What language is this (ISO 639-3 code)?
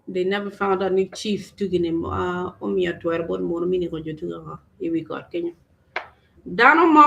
ach